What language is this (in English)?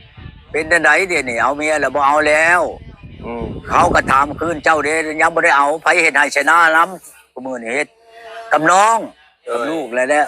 Northeastern Thai